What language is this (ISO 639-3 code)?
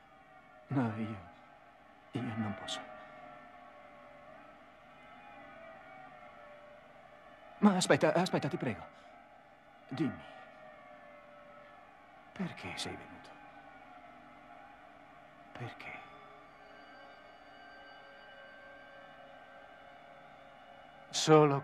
ita